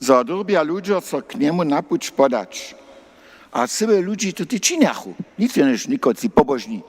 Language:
Upper Sorbian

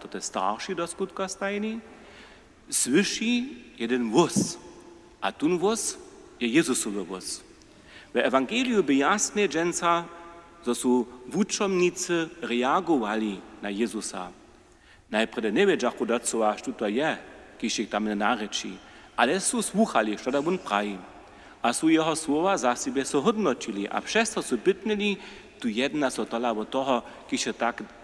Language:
Upper Sorbian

